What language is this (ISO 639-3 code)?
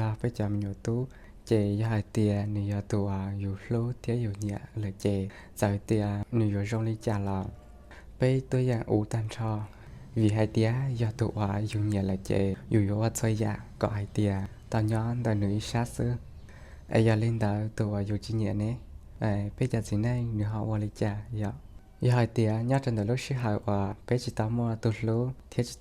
hmn